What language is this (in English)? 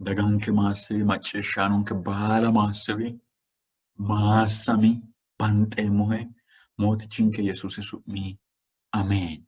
Sidamo